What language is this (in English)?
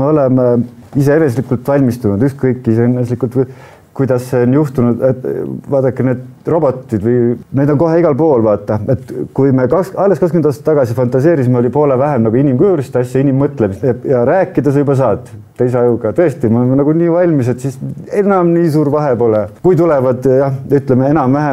Estonian